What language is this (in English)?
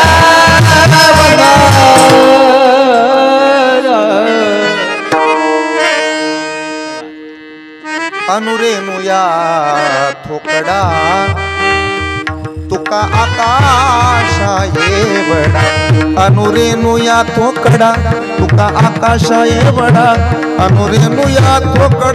Marathi